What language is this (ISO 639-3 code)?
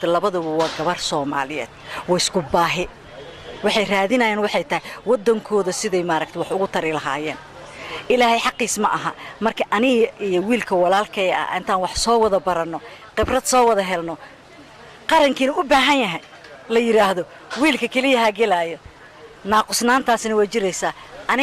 som